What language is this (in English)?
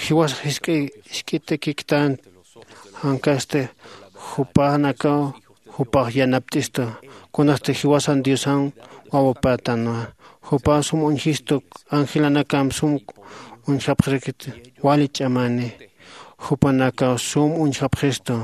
Aymara